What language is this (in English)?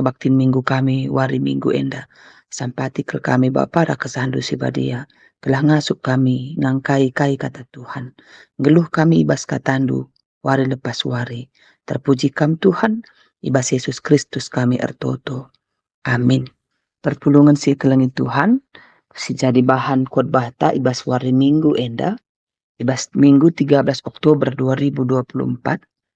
Batak Karo